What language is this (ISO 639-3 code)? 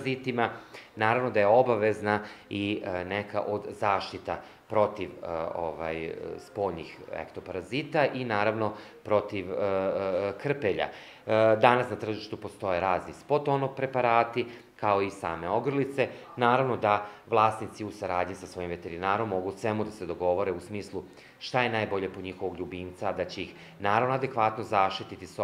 srp